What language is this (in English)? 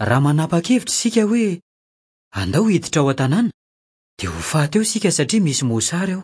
Malagasy